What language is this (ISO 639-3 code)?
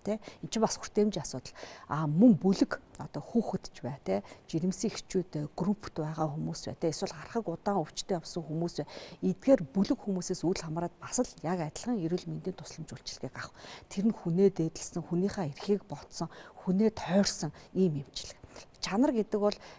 mon